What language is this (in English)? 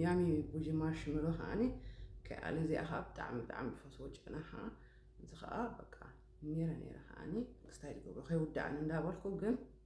Tigrinya